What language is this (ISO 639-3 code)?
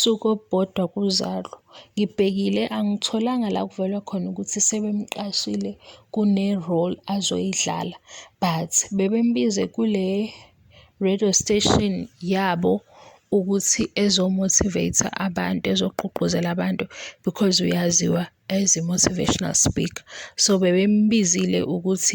zul